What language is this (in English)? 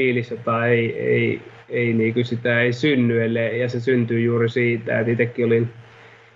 Finnish